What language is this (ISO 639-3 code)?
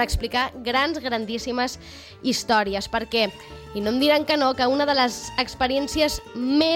cat